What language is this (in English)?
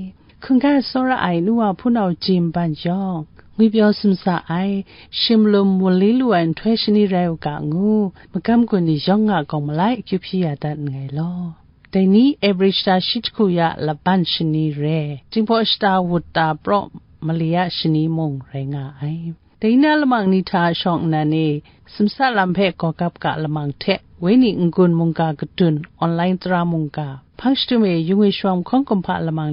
Kachin